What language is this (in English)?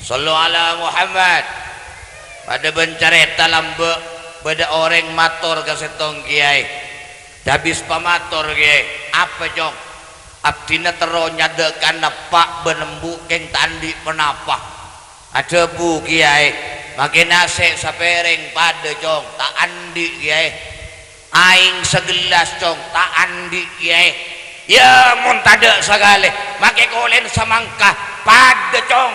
Madurese